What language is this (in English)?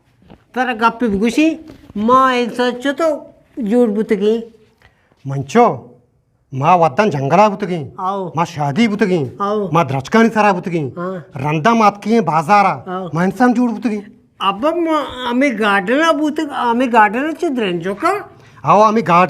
Eastern Balochi